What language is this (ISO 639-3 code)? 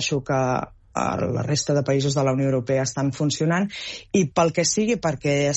cat